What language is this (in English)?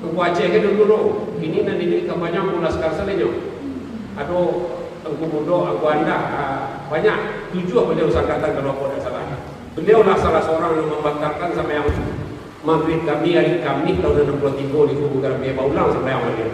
Minangkabau